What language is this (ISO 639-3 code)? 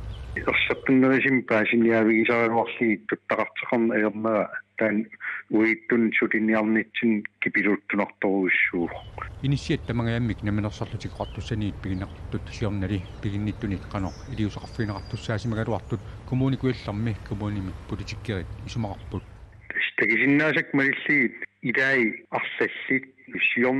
kal